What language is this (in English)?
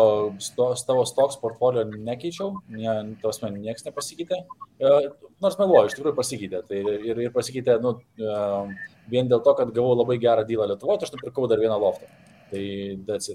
Lithuanian